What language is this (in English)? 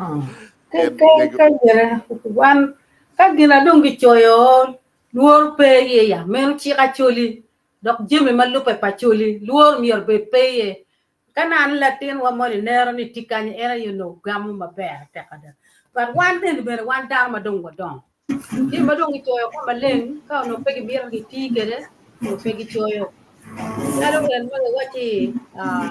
Acoli